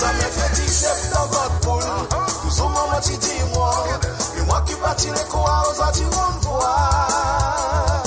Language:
Morisyen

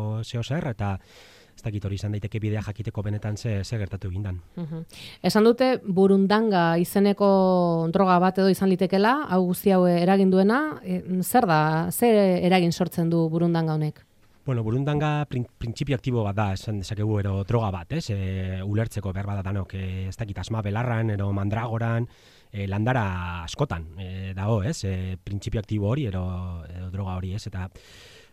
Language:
Basque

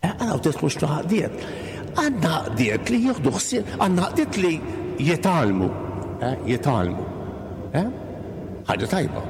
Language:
Maltese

